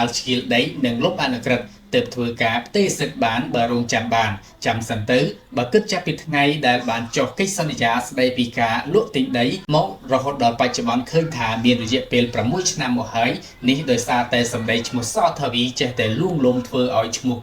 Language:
Khmer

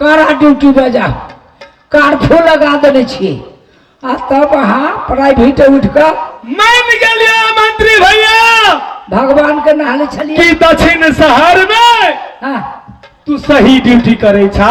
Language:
Maithili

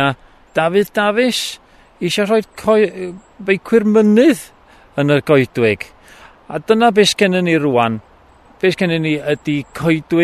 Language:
Welsh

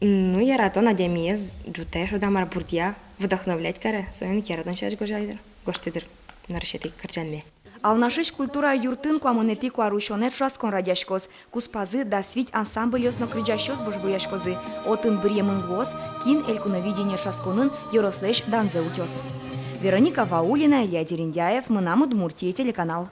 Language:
Udmurt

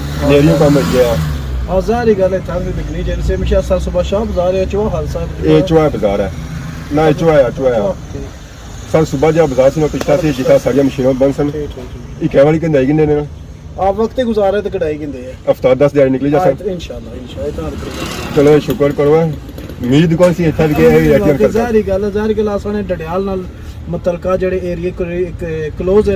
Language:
Pahari-Potwari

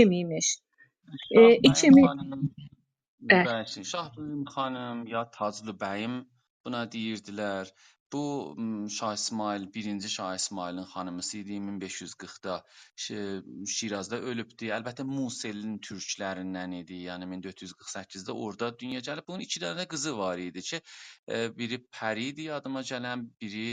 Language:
South Azerbaijani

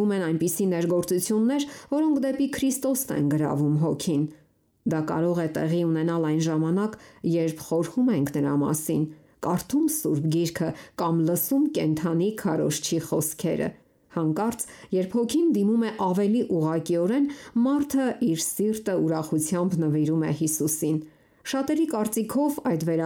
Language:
Armenian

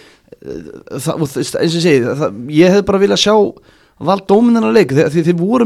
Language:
Icelandic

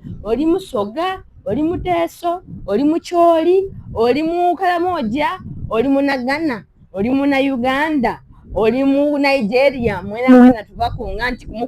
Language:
Soga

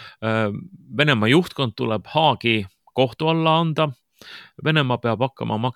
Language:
Estonian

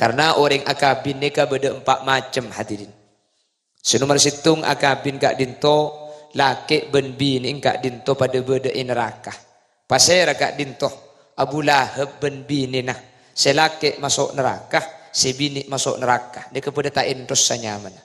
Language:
Madurese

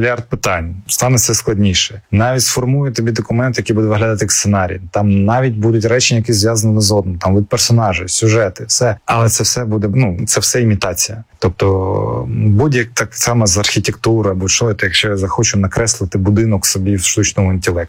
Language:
Ukrainian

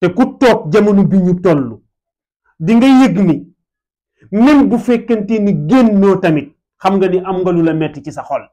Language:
Wolof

